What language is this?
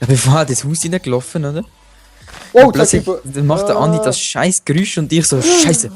Swiss German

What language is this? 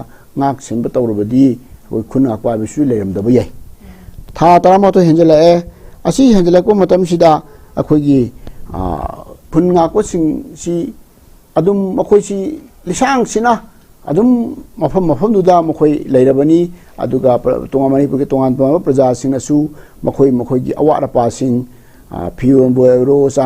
Manipuri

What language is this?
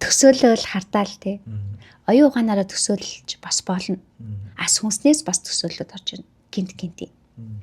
Mongolian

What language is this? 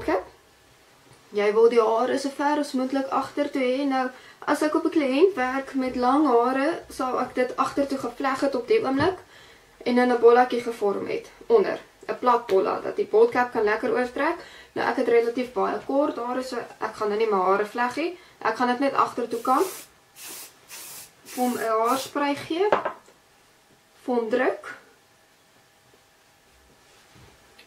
Afrikaans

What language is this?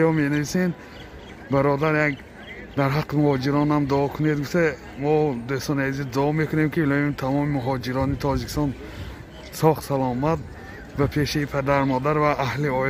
Tajik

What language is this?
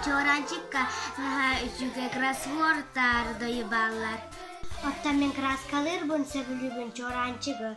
Yakut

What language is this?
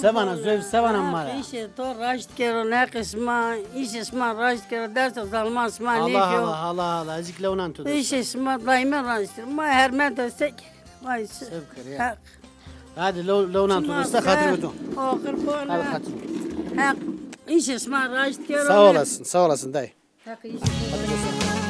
Zaza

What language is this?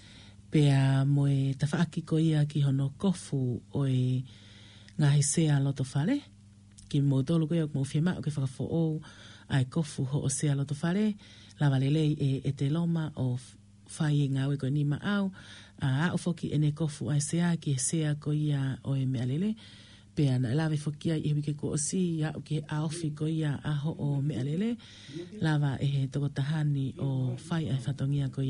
Tongan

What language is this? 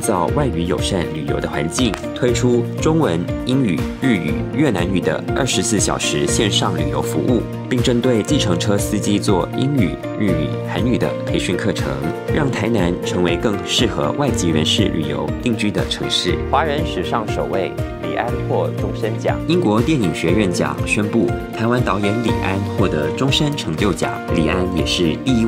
Chinese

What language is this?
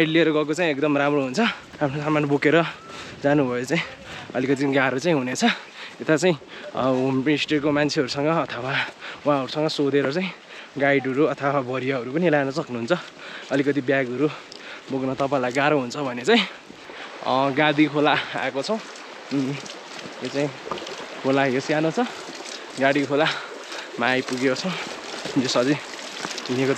Nepali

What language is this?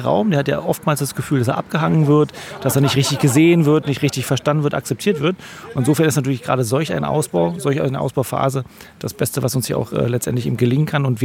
German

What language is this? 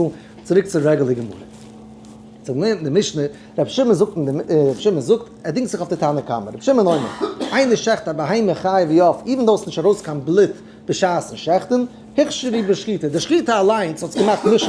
Yiddish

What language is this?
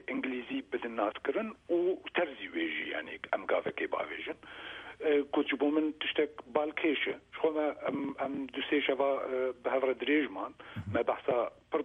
Kurdish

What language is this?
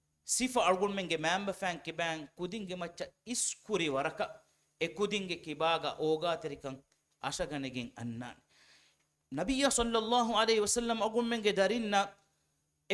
Divehi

